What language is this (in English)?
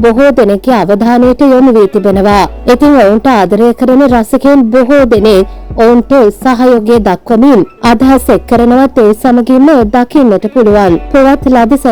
Sinhala